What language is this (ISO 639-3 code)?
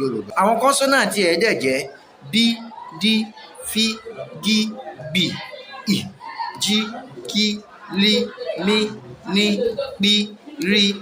yor